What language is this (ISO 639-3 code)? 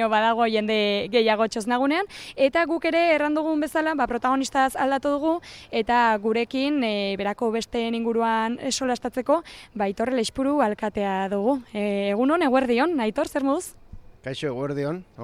eus